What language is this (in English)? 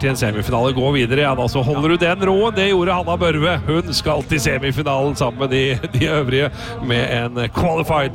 Norwegian